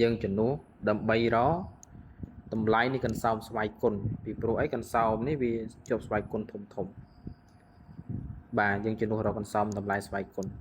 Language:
Khmer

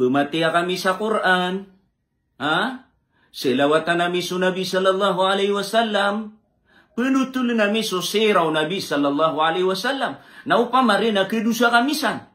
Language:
Maranao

